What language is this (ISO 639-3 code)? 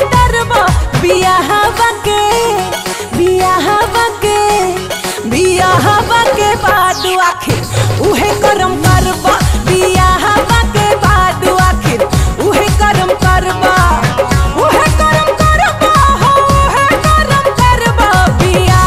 bho